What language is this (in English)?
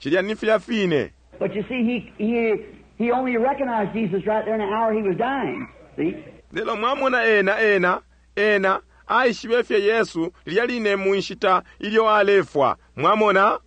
Bemba